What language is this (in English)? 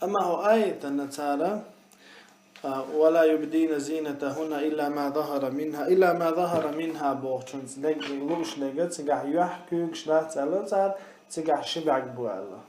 Chechen